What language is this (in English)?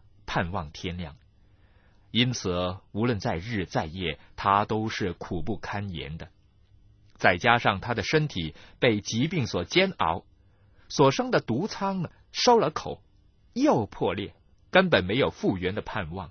Chinese